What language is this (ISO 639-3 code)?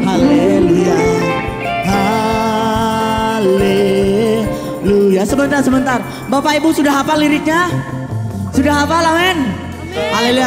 ind